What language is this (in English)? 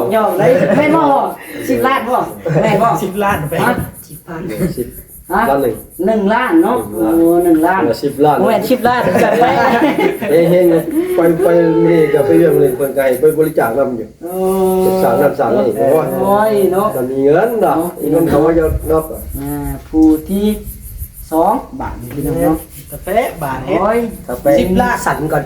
Lao